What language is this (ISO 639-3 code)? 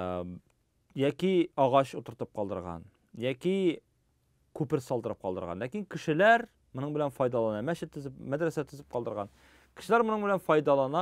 tat